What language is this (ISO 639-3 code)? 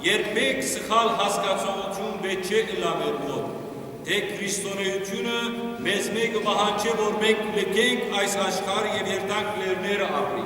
hyw